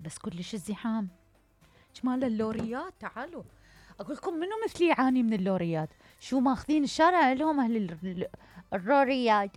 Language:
Mesopotamian Arabic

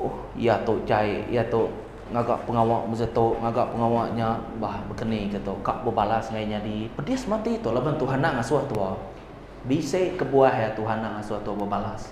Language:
Iban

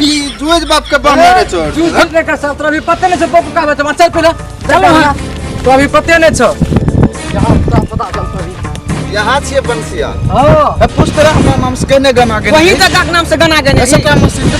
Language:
Maithili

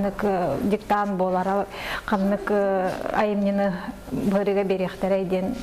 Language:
Yakut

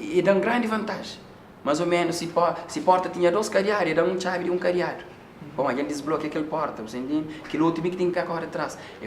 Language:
Kabuverdianu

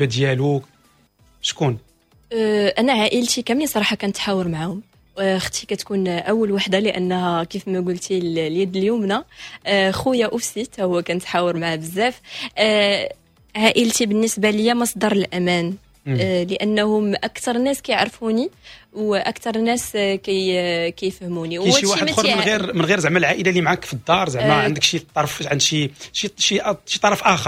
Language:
Moroccan Arabic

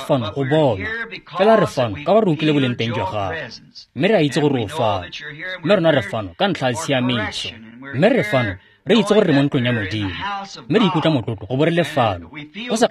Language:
Tswana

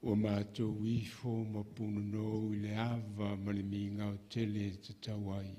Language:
Samoan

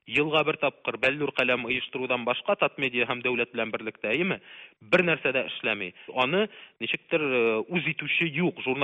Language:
Tatar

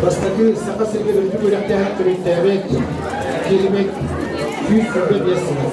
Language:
Yakut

